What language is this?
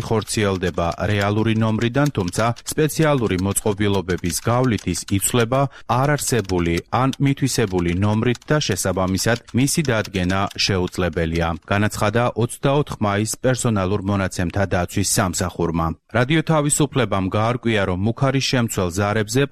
Georgian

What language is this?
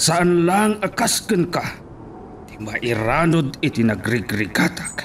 Iloko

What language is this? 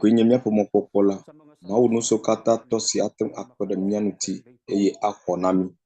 Ewe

